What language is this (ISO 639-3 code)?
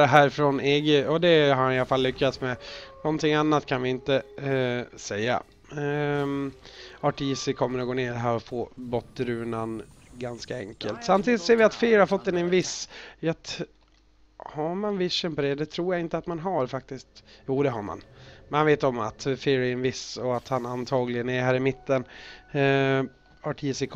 swe